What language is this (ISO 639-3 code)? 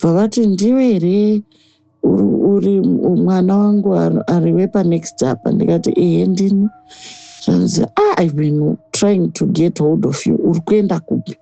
sna